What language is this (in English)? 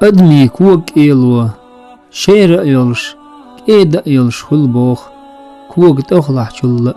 Chechen